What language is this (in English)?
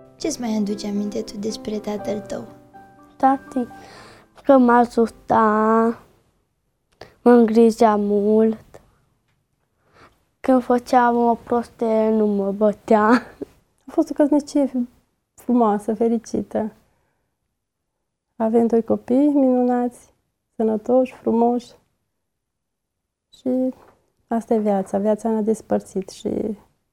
Romanian